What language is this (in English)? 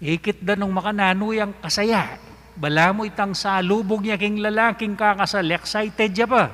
Pampanga